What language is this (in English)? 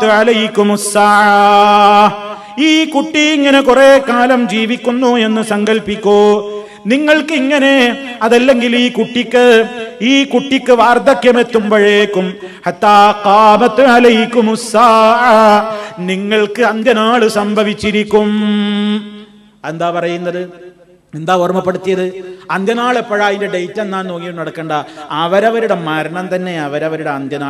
Malayalam